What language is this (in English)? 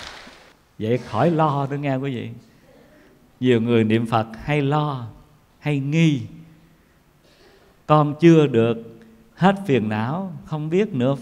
Vietnamese